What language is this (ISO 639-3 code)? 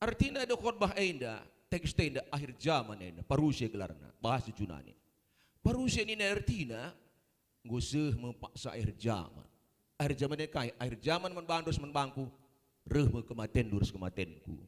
btx